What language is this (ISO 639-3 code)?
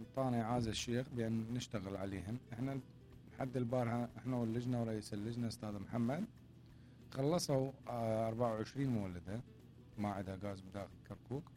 acm